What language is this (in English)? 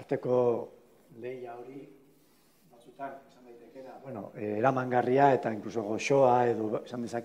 Basque